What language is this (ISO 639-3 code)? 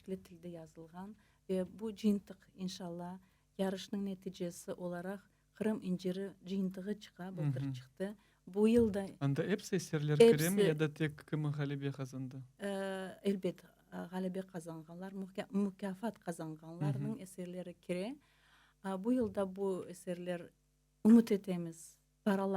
crh